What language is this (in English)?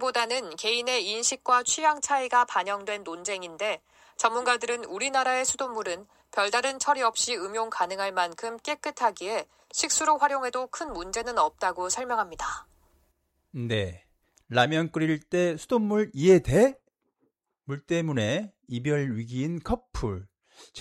Korean